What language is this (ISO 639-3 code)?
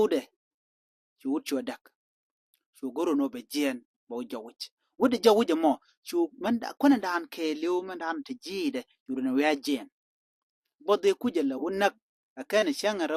nus